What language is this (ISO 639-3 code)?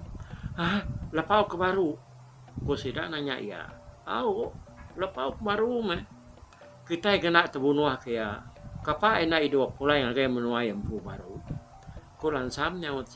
iba